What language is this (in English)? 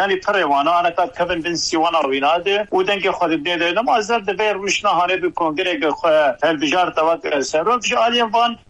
Kurdish